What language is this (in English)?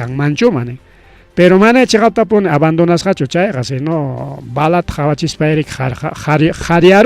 Ayacucho Quechua